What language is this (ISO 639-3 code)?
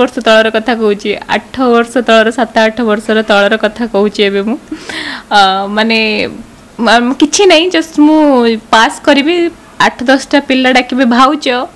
ori